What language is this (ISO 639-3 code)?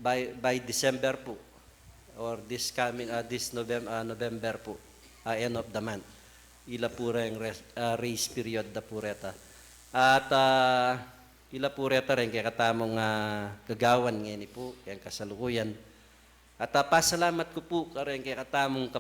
pam